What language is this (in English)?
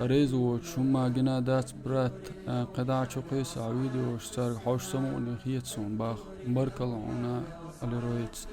Chechen